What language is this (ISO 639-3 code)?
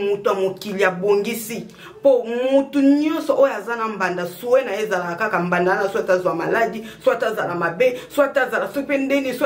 lin